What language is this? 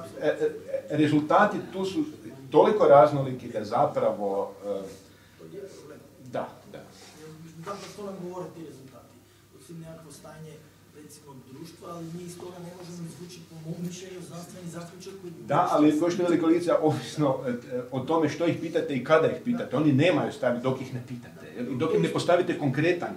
Croatian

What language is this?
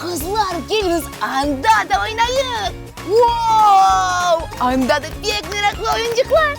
Crimean Tatar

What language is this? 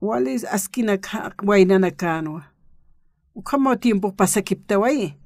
Aymara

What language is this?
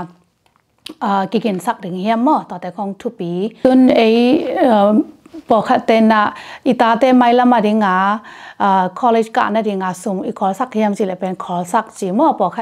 Tedim Chin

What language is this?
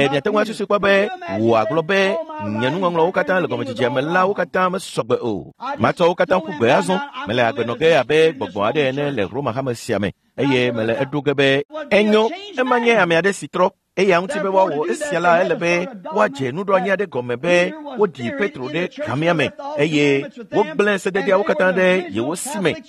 Ewe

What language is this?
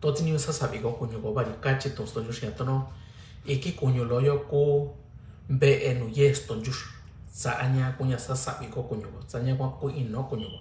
Mixtepec Mixtec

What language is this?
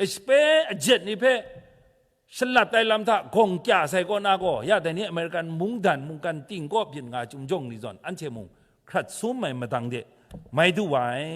Kachin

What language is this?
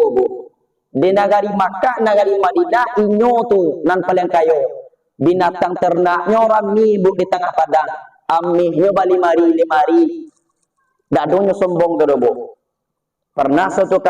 Minangkabau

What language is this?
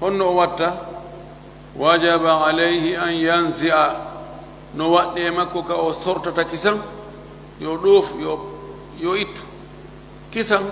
Fula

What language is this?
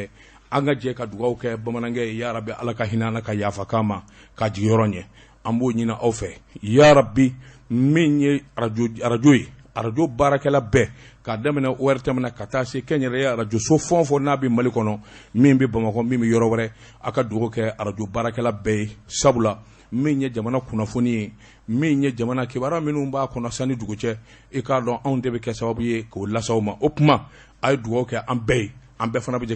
Bambara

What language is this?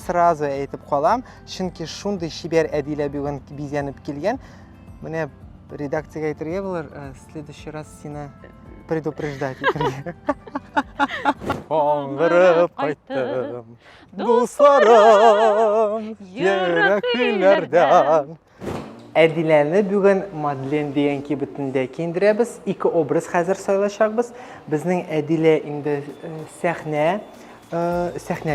Tatar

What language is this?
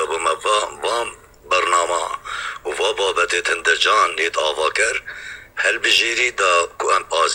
Kurdish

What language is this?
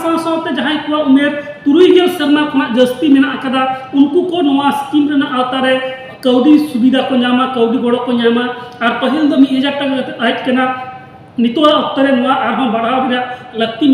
Santali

